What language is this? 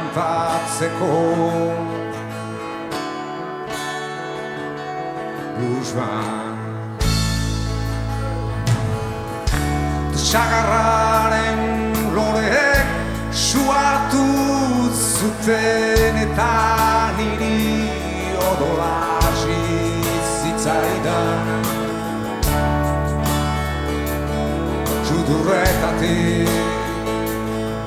Basque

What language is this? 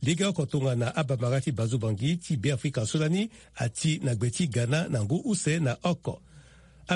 Sango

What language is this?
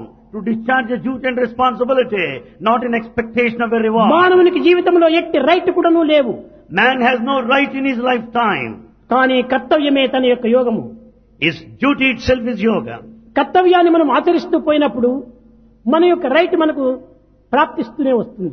Telugu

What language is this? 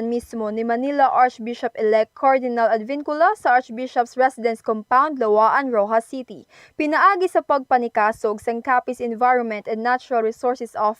Hiligaynon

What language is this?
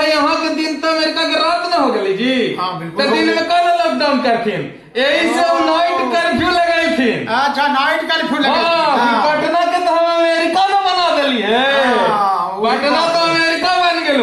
Magahi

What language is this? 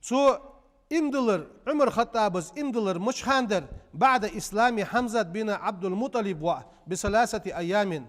Ingush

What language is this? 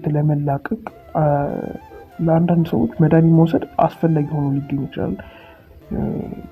Amharic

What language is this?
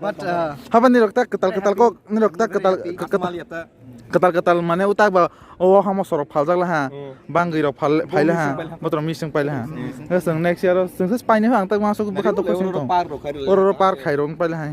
Kok Borok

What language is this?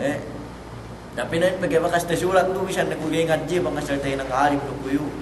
Yakan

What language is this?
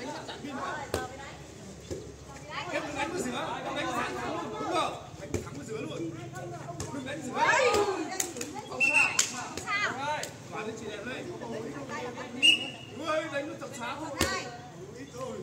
Vietnamese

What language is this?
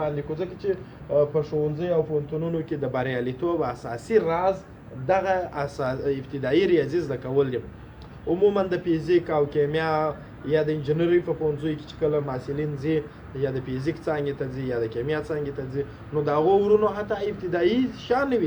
Pashto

